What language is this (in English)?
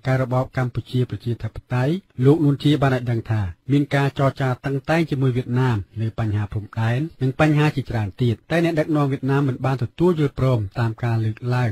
Khmer